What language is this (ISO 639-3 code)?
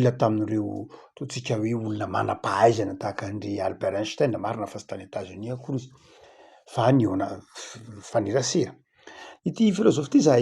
mlg